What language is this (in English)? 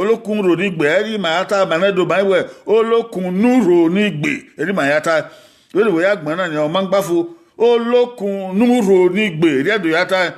Bini